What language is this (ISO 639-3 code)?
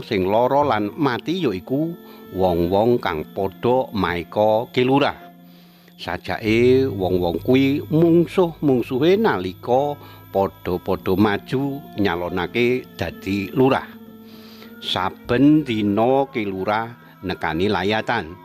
jav